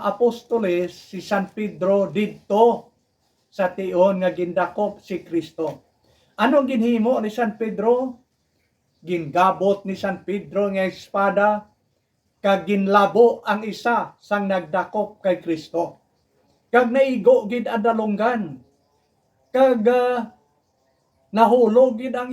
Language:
Hiligaynon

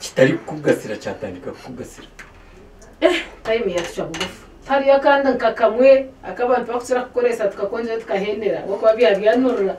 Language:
Nyankole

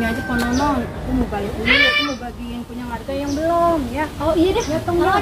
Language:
Betawi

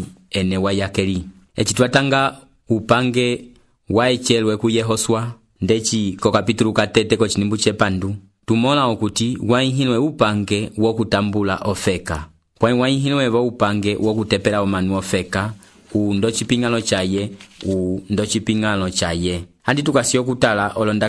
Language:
Umbundu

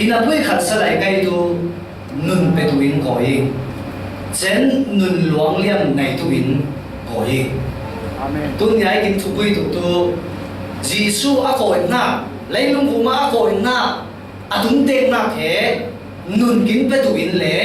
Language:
Falam Chin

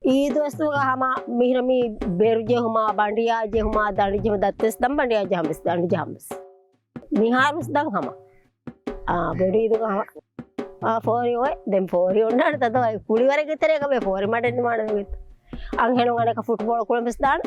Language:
Divehi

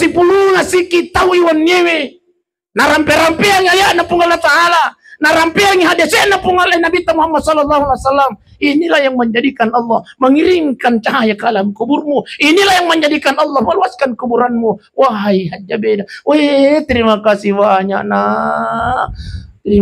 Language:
Buginese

